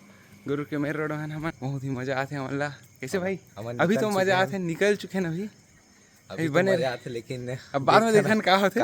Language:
Chhattisgarhi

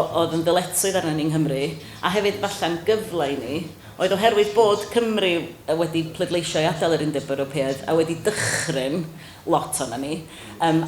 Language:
Welsh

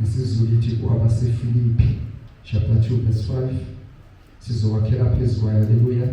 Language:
Zulu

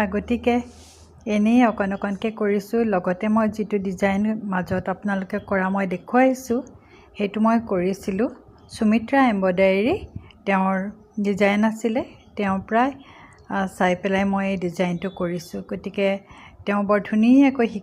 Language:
Assamese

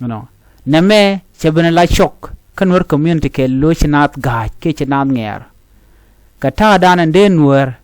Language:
Nuer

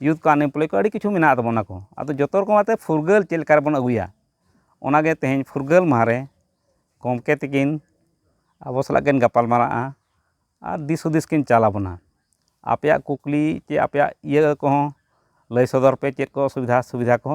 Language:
Santali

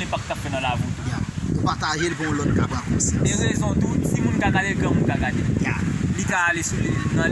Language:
Haitian Creole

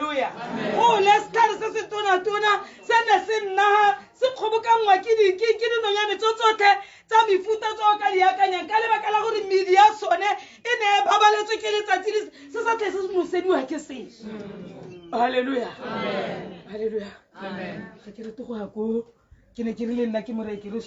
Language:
Tswana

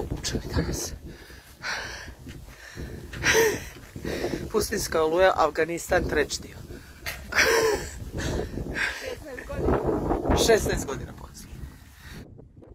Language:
Croatian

